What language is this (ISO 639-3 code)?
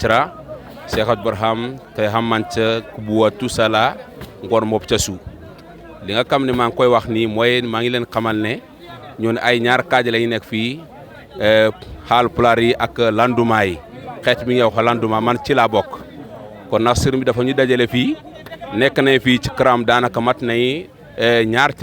wol